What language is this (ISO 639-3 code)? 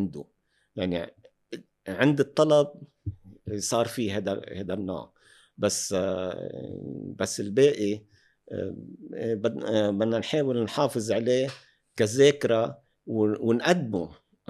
apc